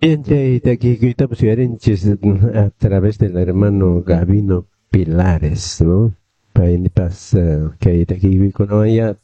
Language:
Quechua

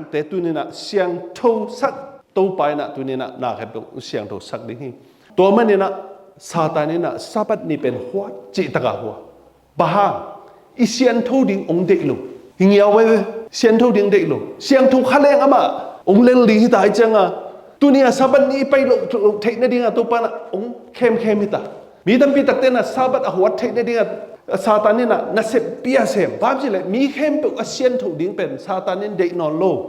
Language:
Tedim Chin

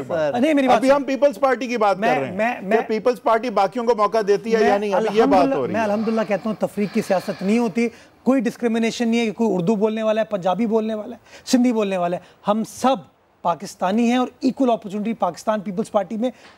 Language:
Urdu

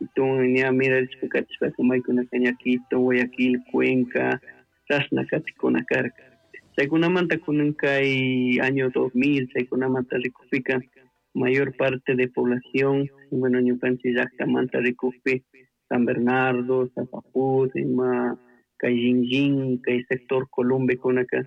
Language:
Chimborazo Highland Quichua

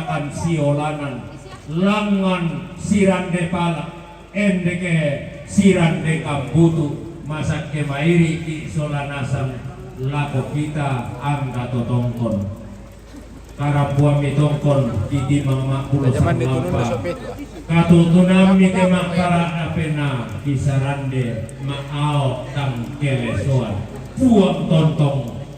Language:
Toraja-Sa'dan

